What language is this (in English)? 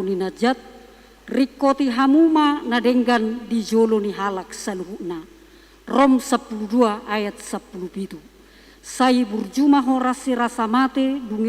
Batak Toba